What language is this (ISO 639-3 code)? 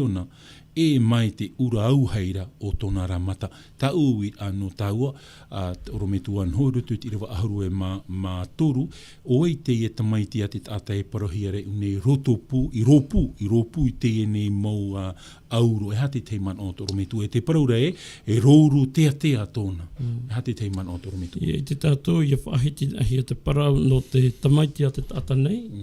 tah